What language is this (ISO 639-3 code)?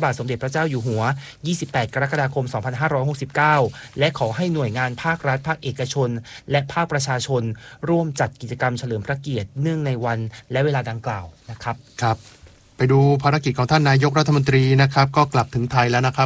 tha